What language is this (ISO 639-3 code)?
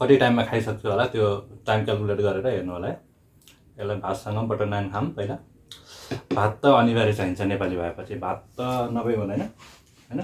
nep